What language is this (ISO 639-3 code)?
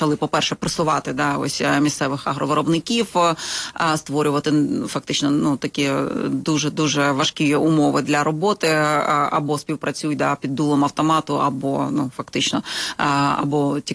ukr